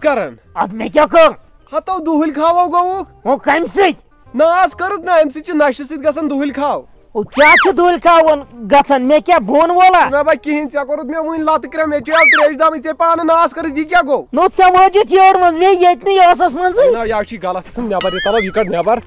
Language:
Kashmiri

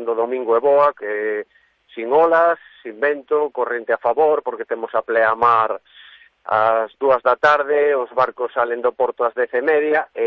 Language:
Galician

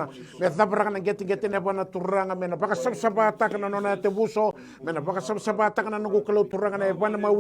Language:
Fijian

